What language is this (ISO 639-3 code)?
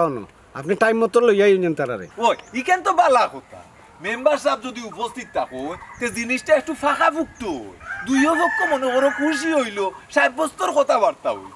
syl